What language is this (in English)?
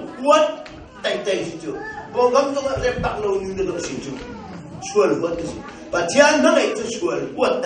Hakha Chin